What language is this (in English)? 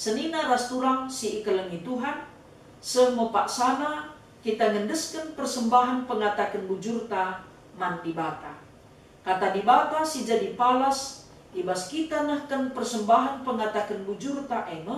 Batak Karo